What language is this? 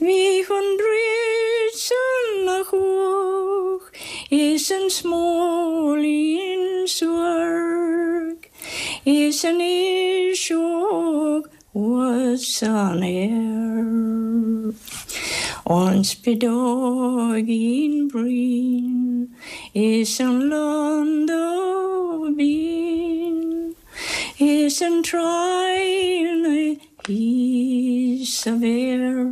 Irish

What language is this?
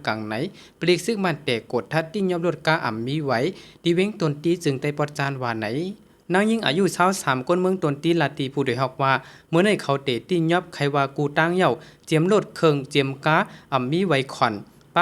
Shan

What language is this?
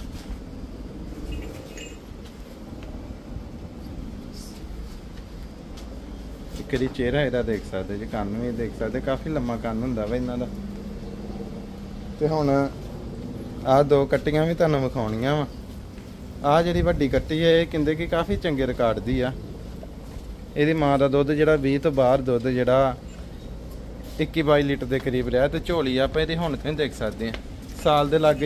Punjabi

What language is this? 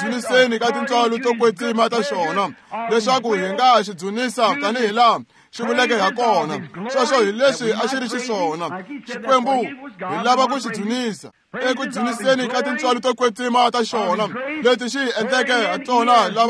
Tsonga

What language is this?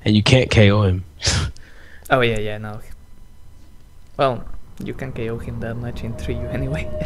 English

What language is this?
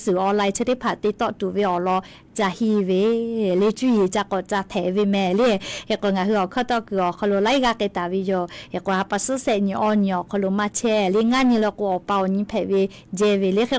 Lahu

